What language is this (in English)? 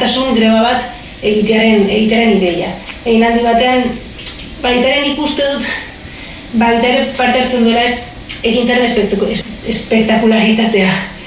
Basque